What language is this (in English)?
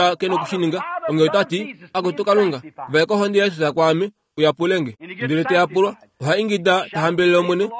Kuanyama